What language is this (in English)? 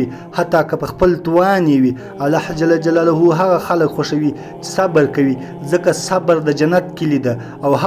Pashto